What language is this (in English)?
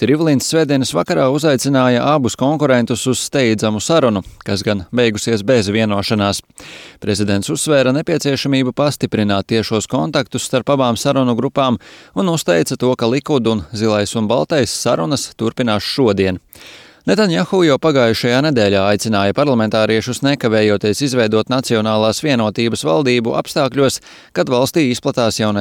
Latvian